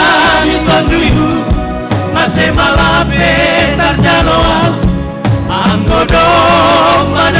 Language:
Batak Simalungun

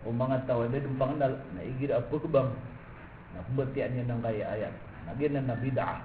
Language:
Maranao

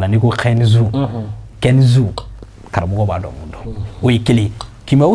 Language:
Bambara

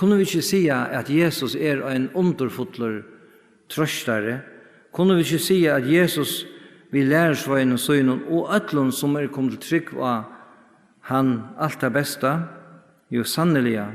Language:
Faroese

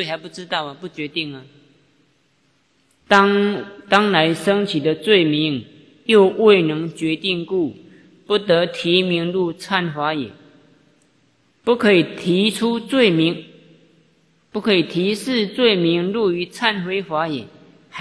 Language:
Chinese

